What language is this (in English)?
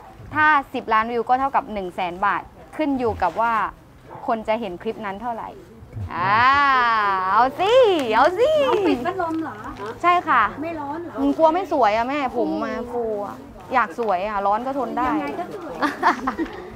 Thai